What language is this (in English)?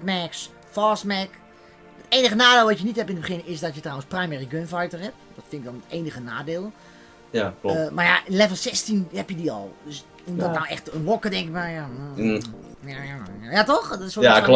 Dutch